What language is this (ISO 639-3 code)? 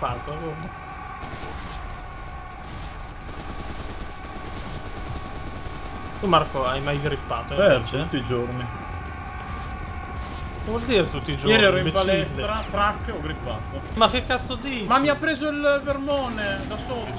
ita